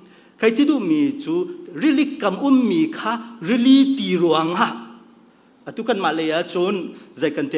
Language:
Hakha Chin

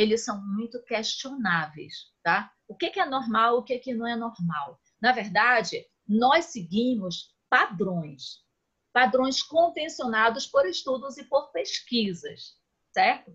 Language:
Portuguese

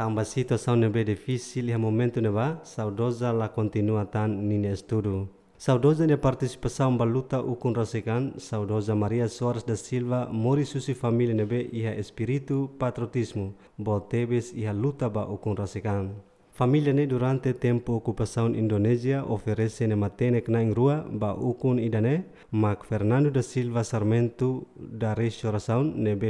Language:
Tetum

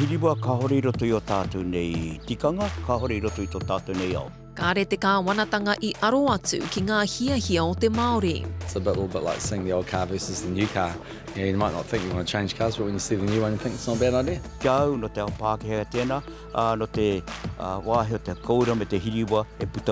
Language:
Māori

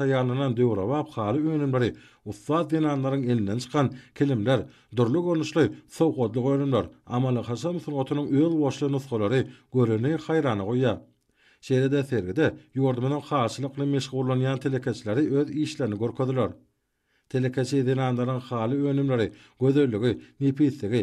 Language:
Turkmen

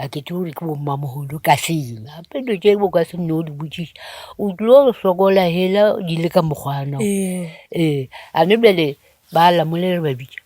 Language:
Northern Sotho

